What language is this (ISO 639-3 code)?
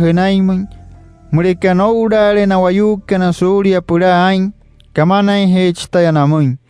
guc